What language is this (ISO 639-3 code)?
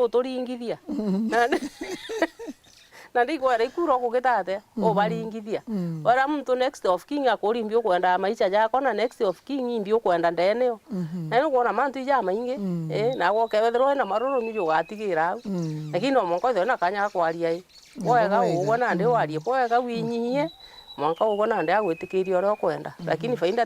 mer